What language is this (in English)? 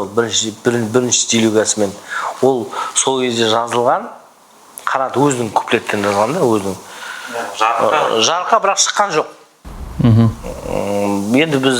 Kazakh